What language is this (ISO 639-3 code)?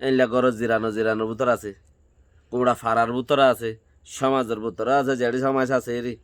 rhg